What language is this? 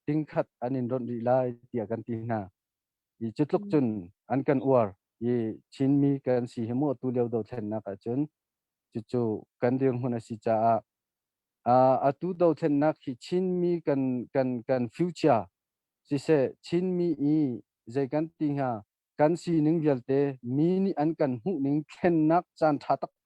Hakha Chin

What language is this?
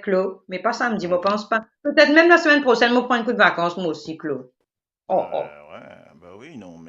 Morisyen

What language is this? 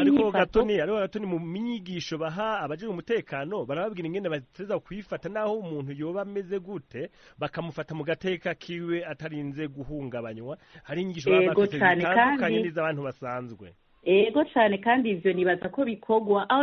Rundi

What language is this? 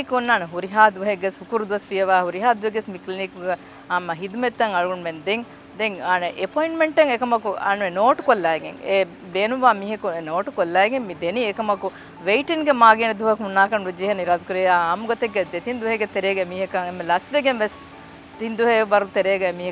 Divehi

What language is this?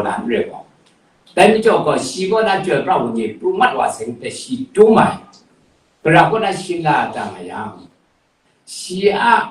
Kachin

